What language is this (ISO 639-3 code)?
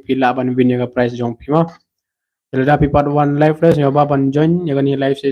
kha